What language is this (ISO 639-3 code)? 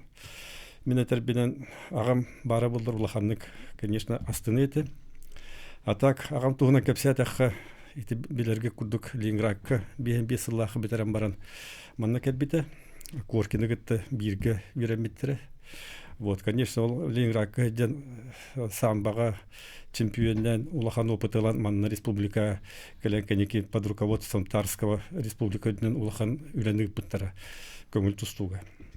sah